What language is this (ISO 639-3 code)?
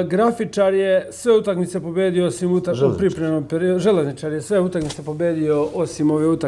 srp